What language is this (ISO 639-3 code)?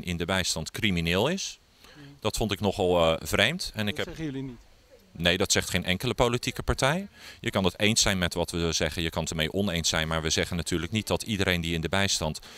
nld